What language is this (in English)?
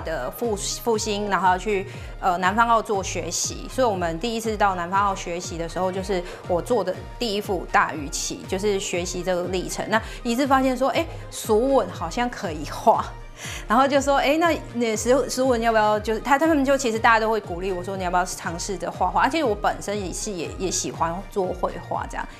Chinese